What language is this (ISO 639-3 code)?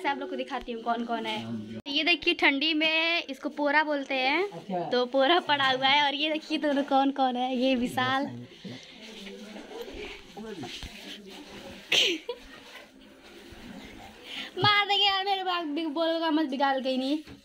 hin